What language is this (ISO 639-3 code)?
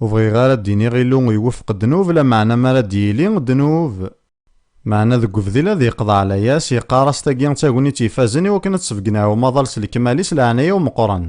kab